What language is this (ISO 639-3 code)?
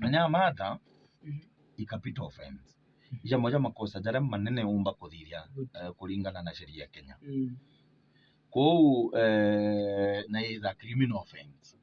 mer